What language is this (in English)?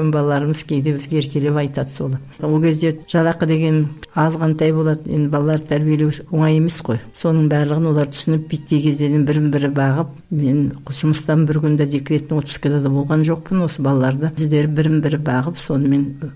Kazakh